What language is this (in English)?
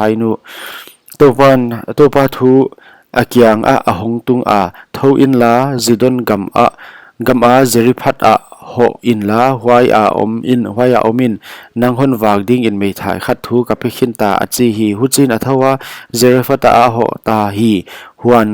Paite Chin